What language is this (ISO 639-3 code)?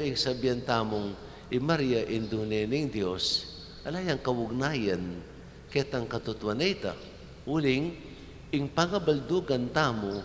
pam